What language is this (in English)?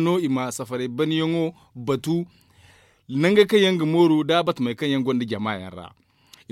Zarma